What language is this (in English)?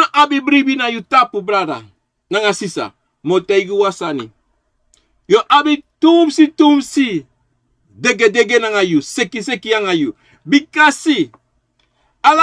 Sranan Tongo